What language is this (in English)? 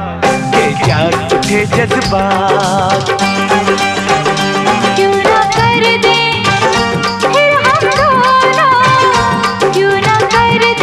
Hindi